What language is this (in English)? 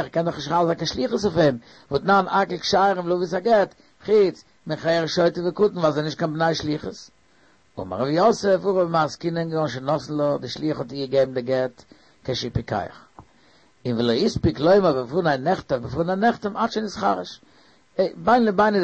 Yiddish